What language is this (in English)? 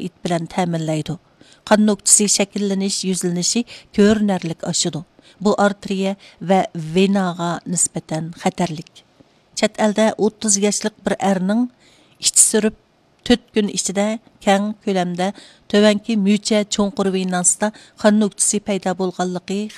Uyghur